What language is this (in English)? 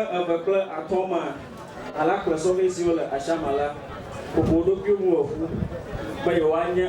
Ewe